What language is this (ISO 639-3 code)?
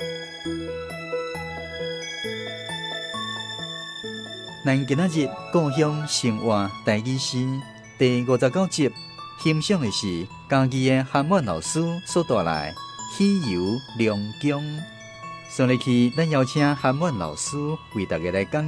nan